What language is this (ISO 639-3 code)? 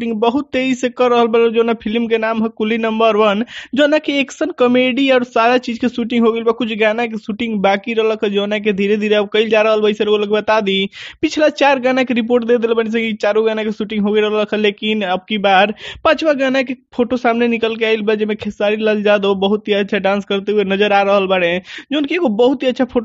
bho